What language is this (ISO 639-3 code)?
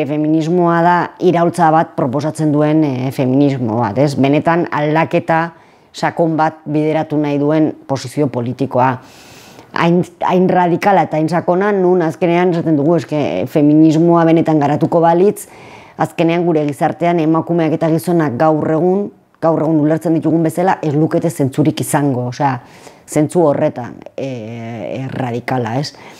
eus